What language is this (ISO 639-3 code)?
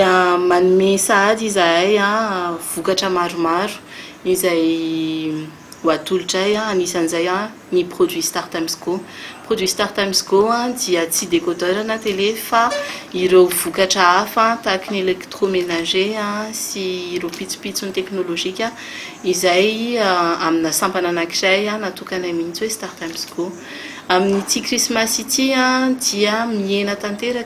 mlg